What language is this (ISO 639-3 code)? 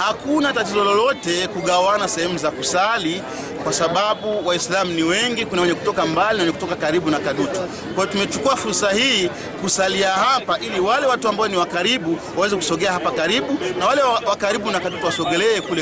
swa